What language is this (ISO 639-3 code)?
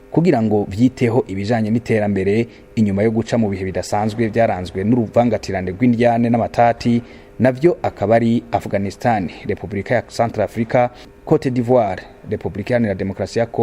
run